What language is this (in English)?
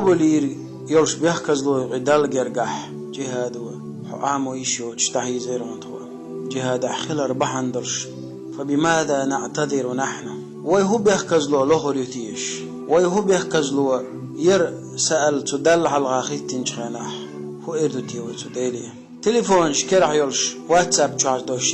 Chechen